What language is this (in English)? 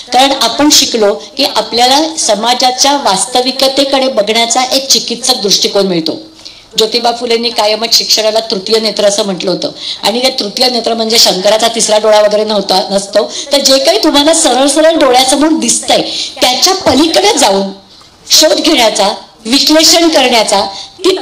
Marathi